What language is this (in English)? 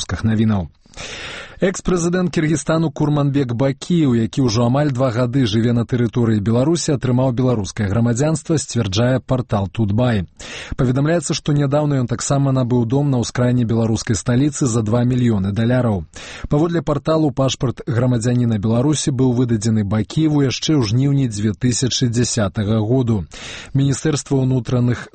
Belarusian